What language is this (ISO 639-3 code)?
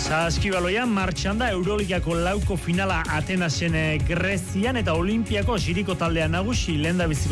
eus